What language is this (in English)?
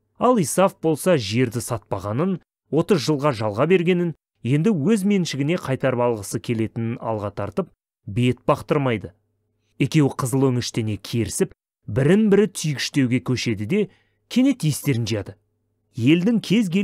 Kazakh